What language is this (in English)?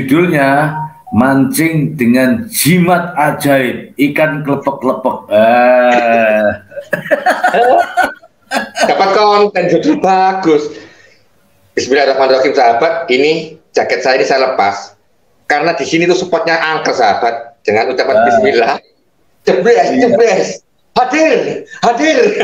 Indonesian